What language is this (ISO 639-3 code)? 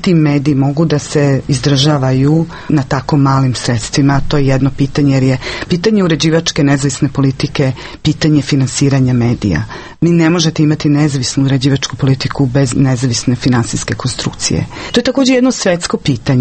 srp